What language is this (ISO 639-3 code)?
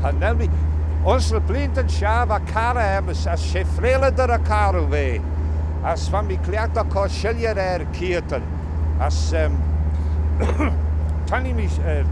glv